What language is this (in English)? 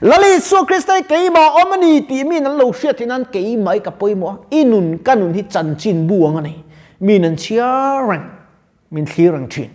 Mizo